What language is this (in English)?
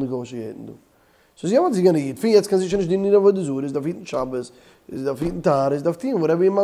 Yiddish